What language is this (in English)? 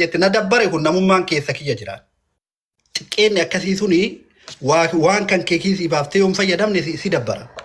Oromo